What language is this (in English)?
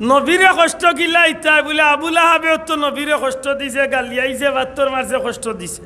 Sylheti